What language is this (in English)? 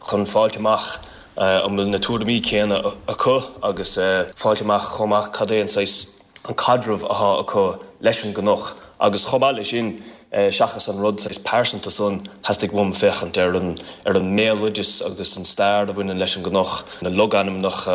Irish